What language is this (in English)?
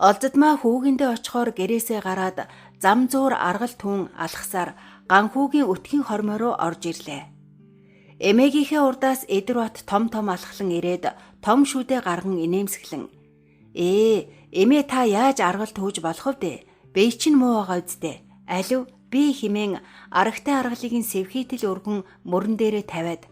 Mongolian